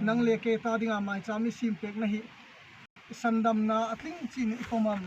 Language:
Hmar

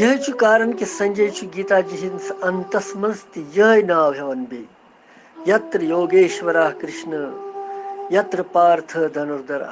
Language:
Kashmiri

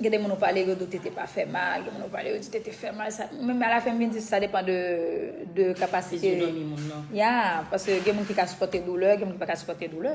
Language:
Haitian Creole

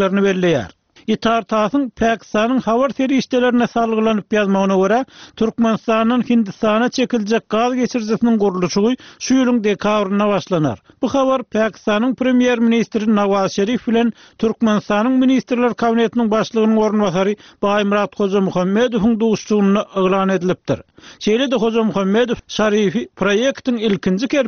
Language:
Turkmen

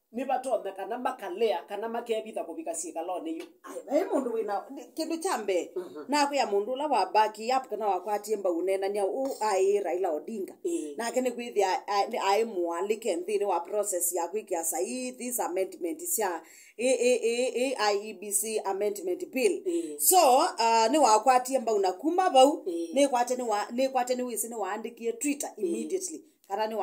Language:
Kamba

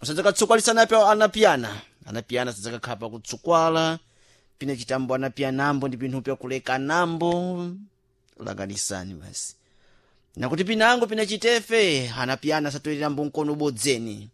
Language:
Sena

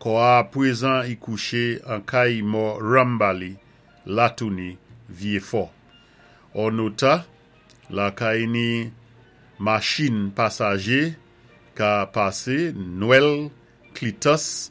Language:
Saint Lucian Creole French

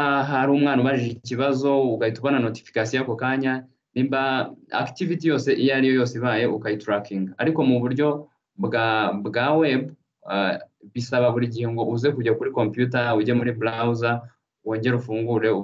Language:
Kinyarwanda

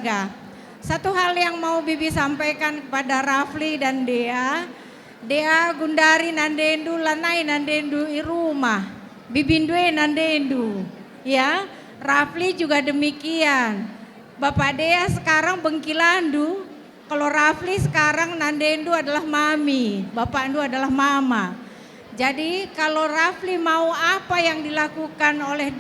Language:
Batak Karo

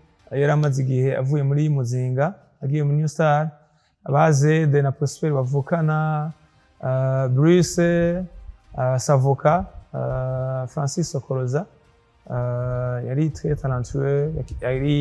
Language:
Rundi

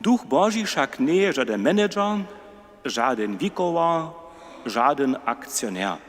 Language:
Upper Sorbian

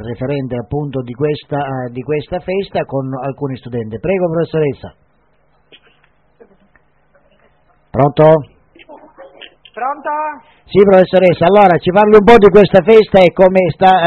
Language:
Italian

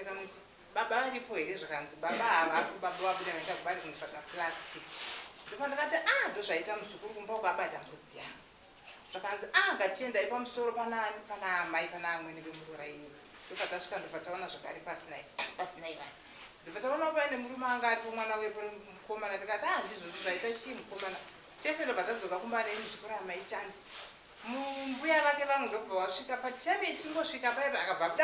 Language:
Shona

